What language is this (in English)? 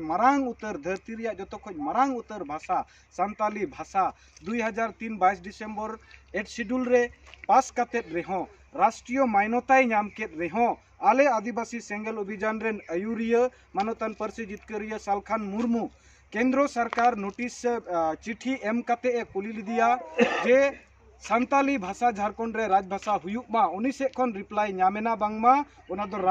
Santali